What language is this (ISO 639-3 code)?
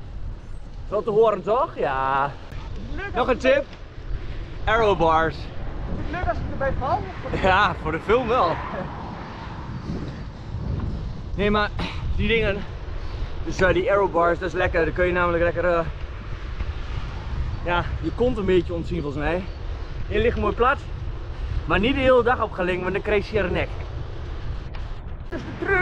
nld